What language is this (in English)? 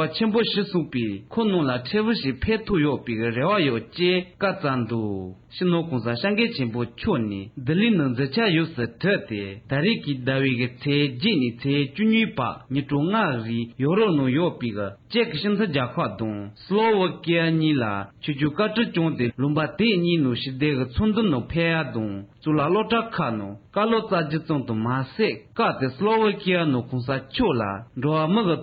Tibetan